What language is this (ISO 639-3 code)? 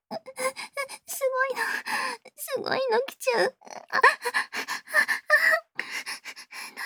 jpn